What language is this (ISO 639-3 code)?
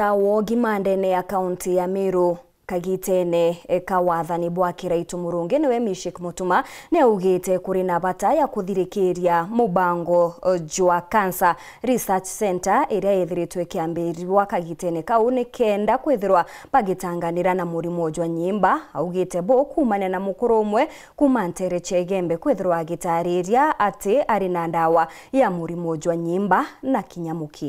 mer